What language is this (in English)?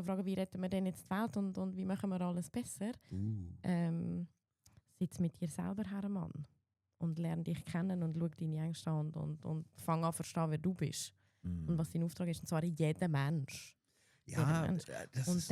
Swiss German